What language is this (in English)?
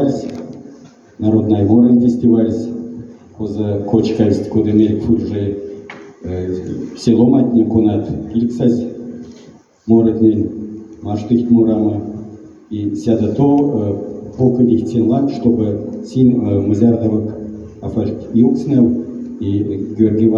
Moksha